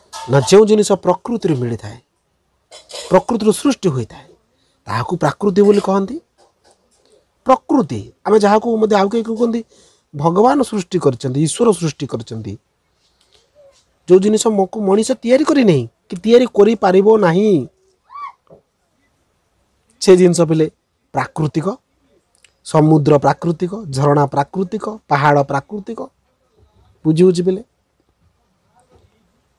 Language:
Odia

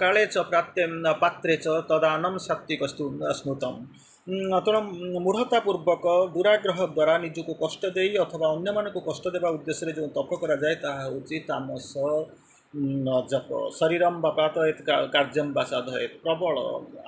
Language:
Odia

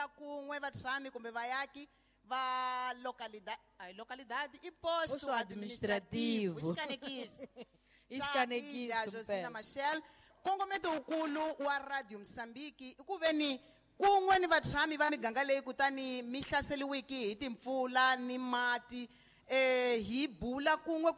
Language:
Tsonga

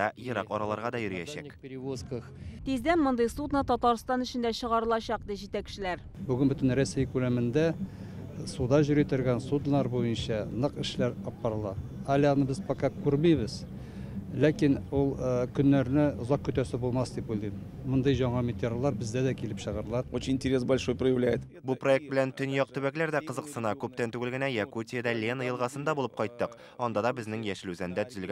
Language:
Tatar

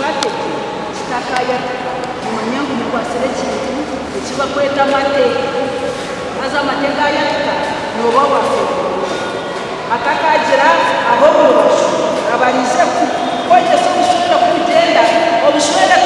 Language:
Nyankole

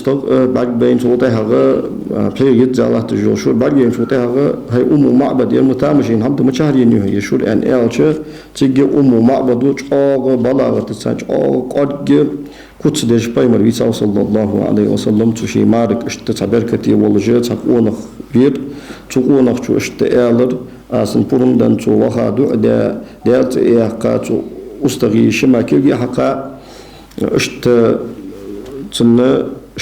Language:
Ingush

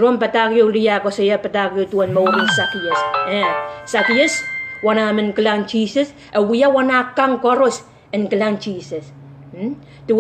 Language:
Pohnpeian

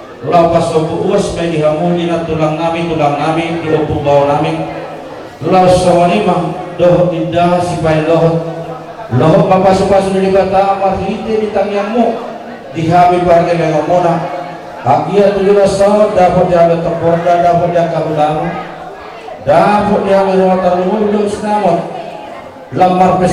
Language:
Batak Toba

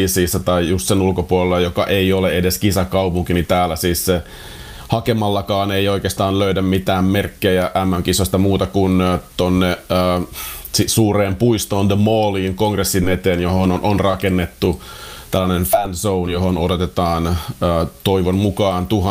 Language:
Finnish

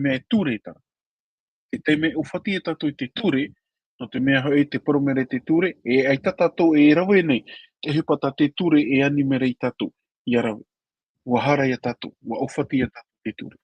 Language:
Tahitian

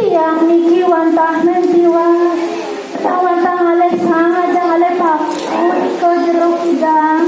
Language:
Balinese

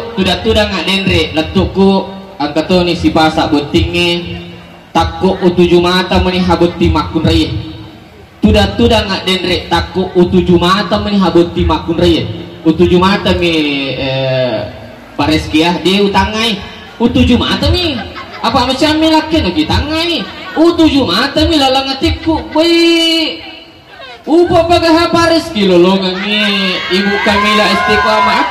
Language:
Buginese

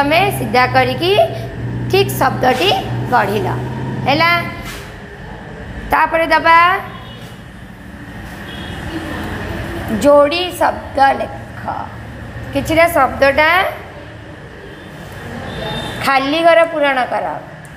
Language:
Odia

